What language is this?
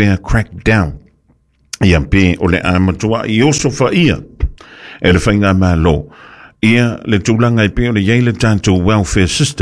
Samoan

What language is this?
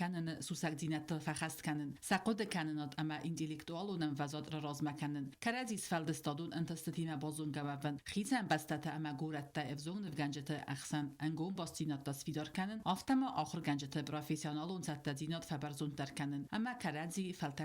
Ossetic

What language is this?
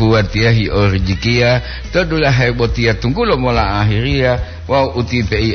Gorontalo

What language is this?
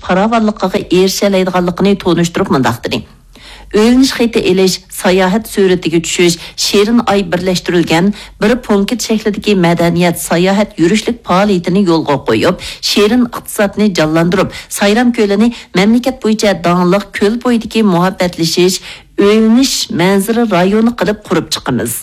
Uyghur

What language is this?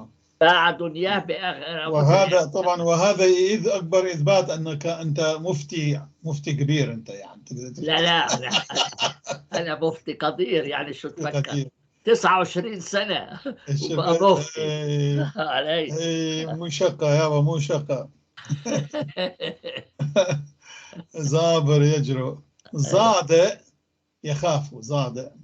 North Levantine Arabic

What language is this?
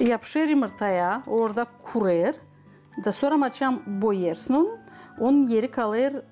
Gagauz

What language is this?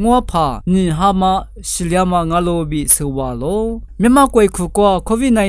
Lisu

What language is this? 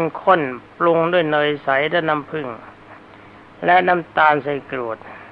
Thai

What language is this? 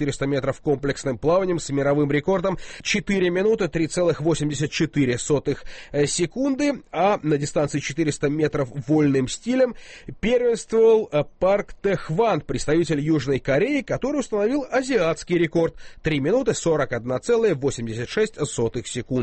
Russian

